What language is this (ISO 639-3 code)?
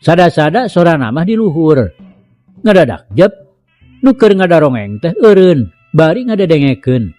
sun